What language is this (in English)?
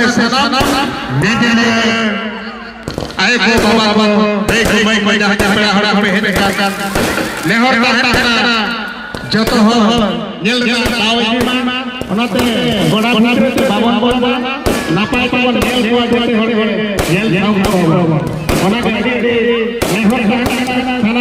Santali